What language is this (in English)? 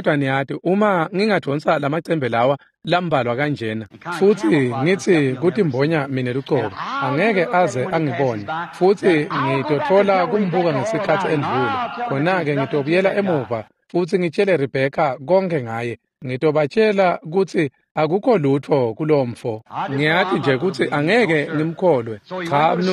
Swati